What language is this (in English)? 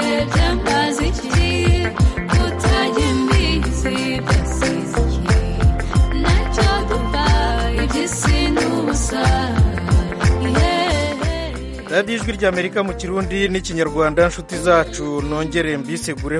Kinyarwanda